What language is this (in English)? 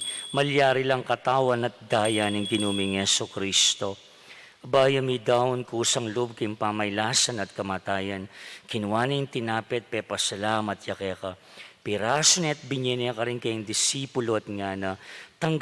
Pampanga